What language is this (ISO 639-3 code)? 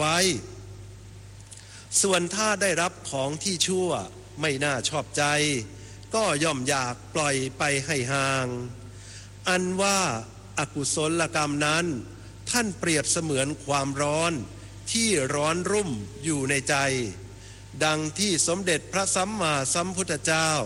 tha